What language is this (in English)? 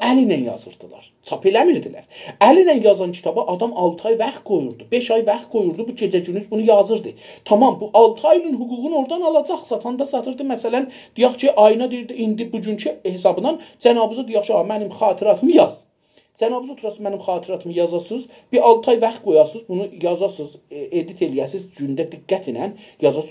South Azerbaijani